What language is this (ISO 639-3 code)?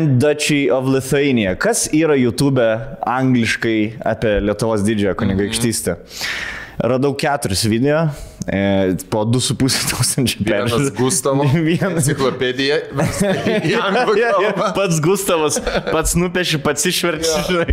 lit